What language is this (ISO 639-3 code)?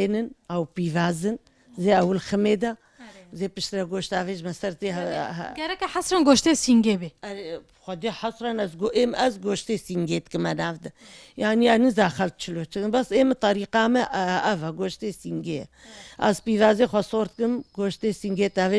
kur